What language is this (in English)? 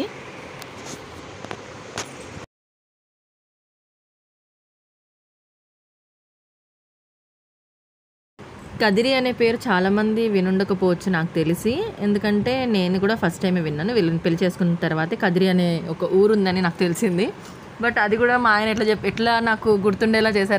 Telugu